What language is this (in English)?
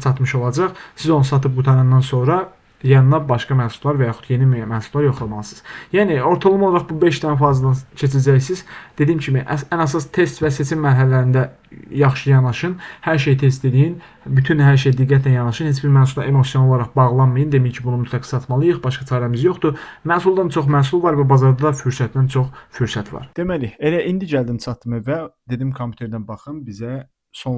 Azerbaijani